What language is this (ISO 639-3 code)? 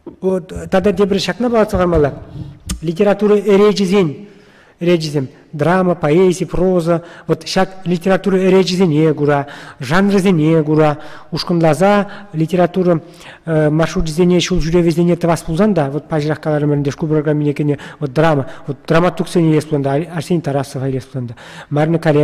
chv